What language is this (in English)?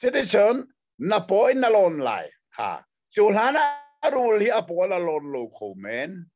Hakha Chin